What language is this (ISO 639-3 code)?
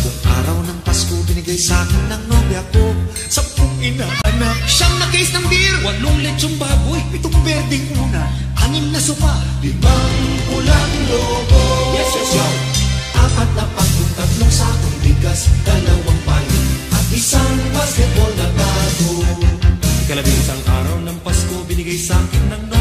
fil